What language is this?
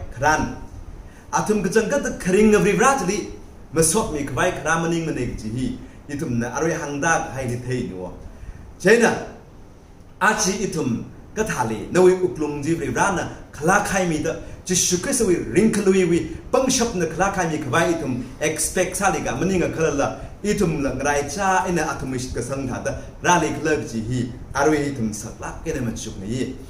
Tangkhul Naga (India)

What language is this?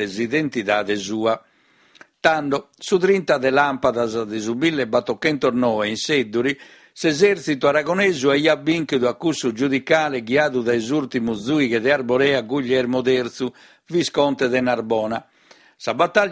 Sardinian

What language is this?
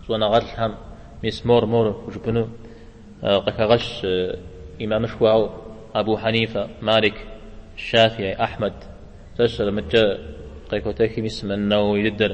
Kabardian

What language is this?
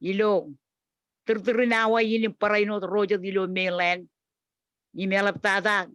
Marshallese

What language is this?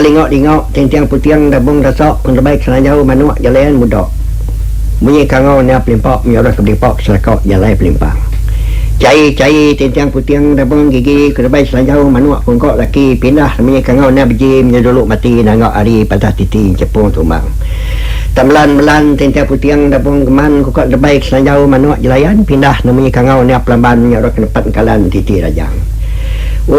Iban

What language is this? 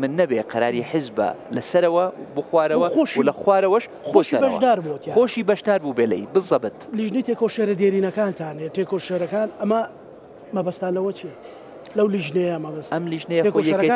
Central Kurdish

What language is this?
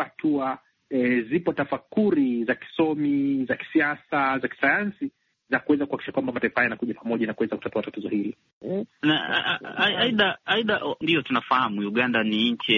Swahili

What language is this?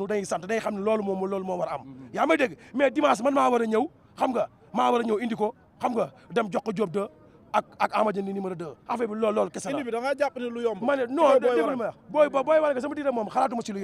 Wolof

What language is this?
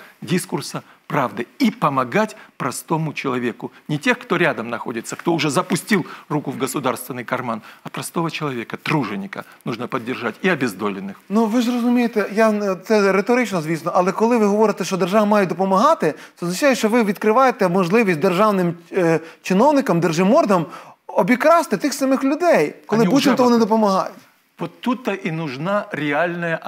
Ukrainian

